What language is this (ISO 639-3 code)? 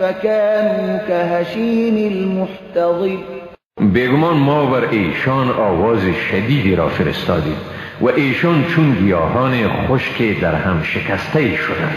fas